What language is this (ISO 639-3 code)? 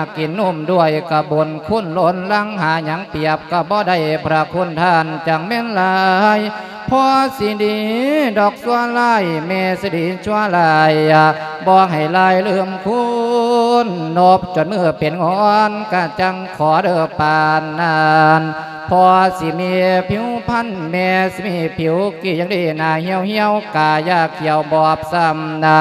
lao